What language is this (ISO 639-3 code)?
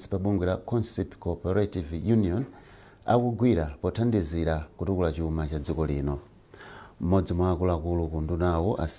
nya